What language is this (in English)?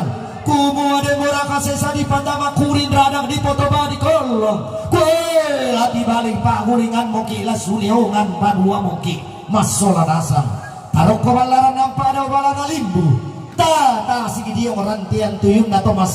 Toraja-Sa'dan